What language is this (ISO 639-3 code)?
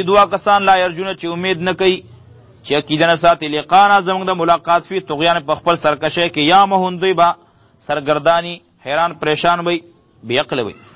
pus